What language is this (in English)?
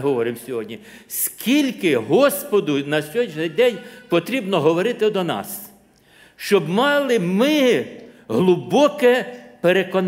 Ukrainian